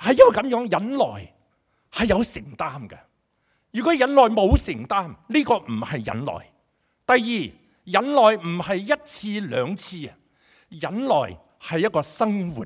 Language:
Cantonese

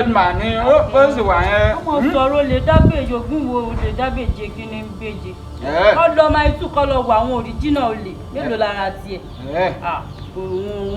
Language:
Yoruba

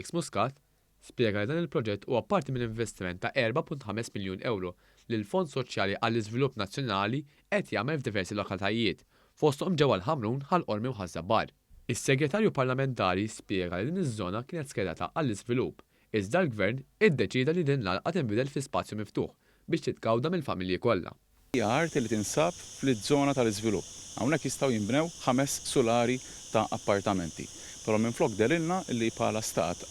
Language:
Maltese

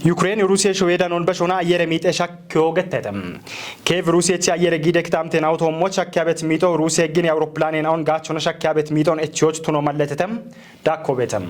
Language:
Kafa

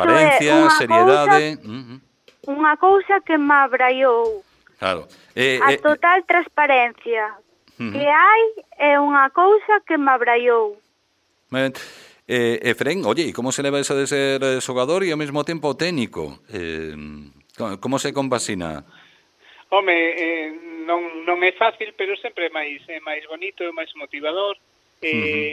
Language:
Galician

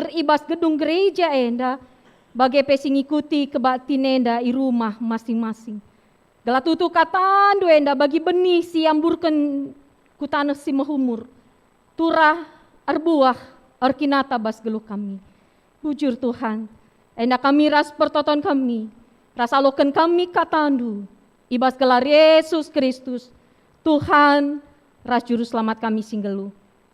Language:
Batak Karo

